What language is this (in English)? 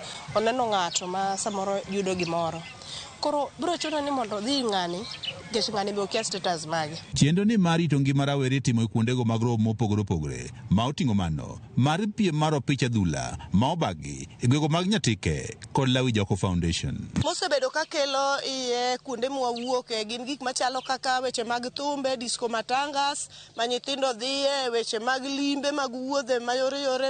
Luo (Kenya and Tanzania)